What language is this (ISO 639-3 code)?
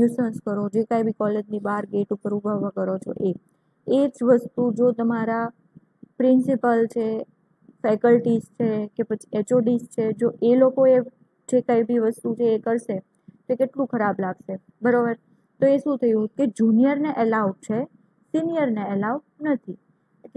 guj